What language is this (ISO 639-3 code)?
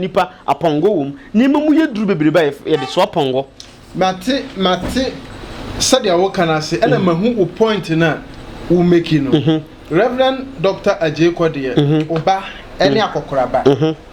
aka